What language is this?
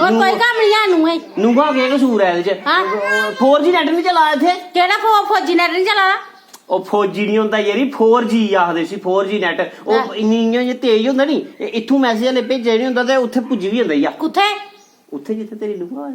Dogri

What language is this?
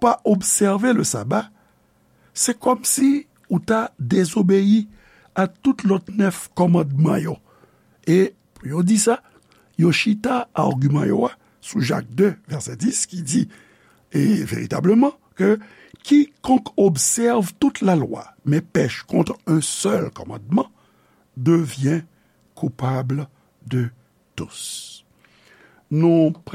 Haitian Creole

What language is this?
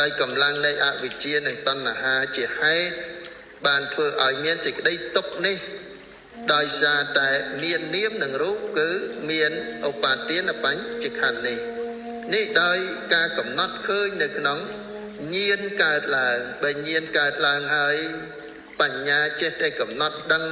Khmer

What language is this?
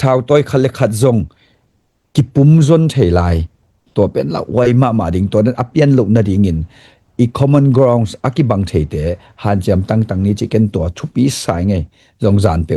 Tedim Chin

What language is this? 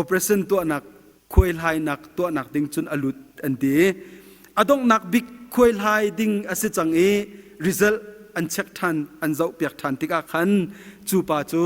Hakha Chin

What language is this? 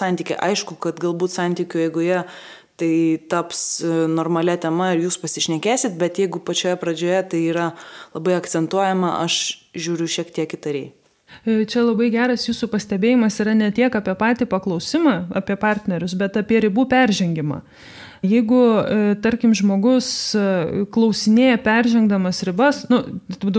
Lithuanian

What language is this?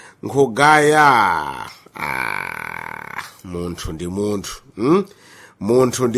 Sena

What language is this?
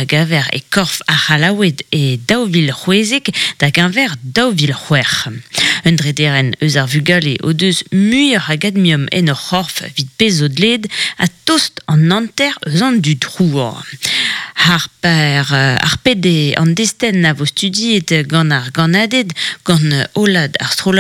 Breton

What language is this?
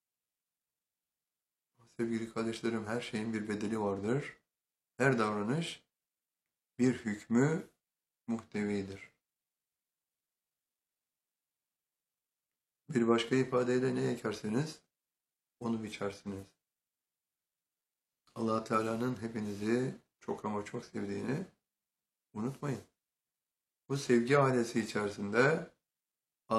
Turkish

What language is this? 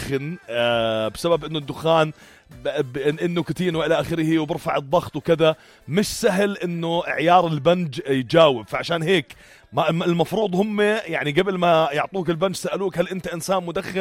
North Levantine Arabic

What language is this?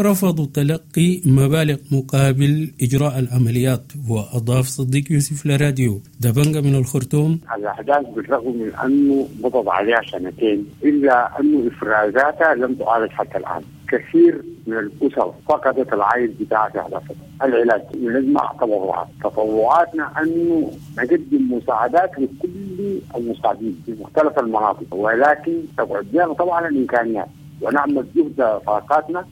Sudanese Arabic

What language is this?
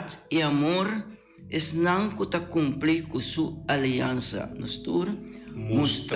Papiamento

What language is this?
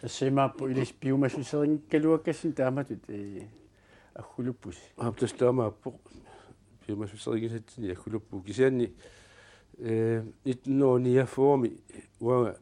Kalaallisut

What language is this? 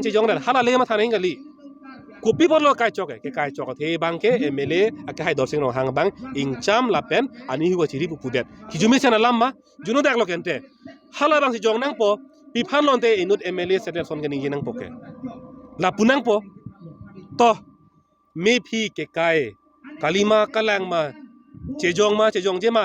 Karbi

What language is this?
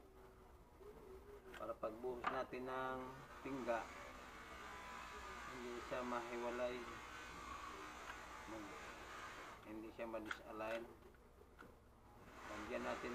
Filipino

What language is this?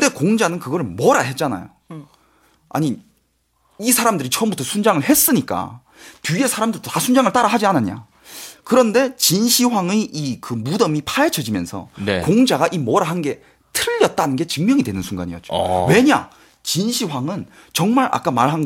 Korean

